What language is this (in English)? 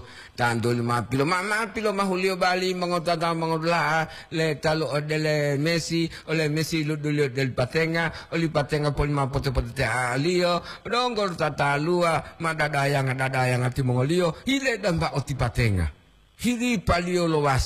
Gorontalo